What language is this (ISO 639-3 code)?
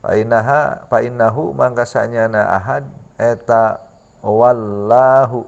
sun